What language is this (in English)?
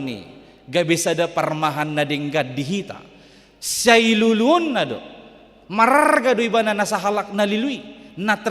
Batak Toba